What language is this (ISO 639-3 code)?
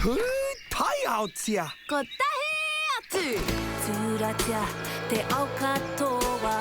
mri